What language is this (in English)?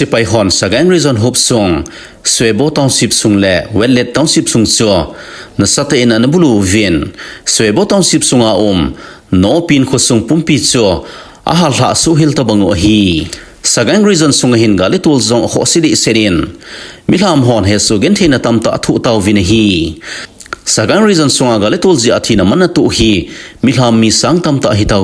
Thado Chin